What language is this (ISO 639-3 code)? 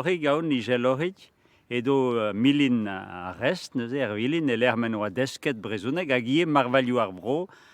bre